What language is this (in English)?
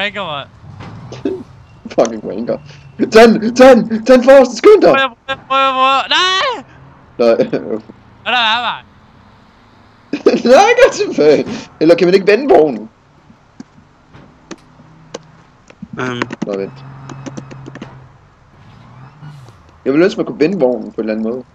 Danish